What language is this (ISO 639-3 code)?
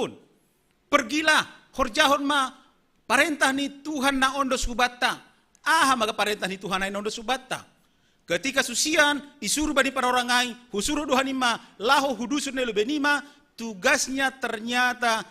bts